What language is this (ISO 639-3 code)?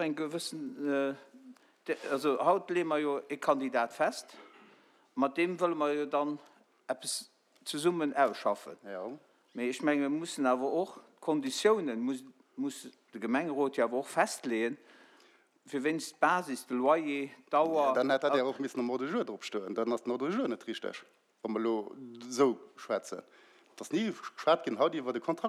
ltz